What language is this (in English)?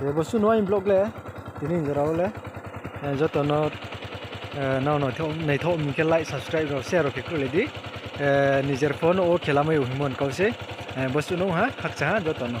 Riang (India)